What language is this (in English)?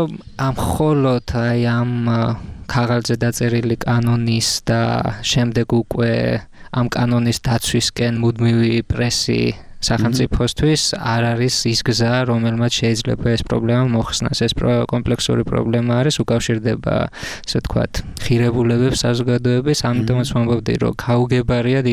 Georgian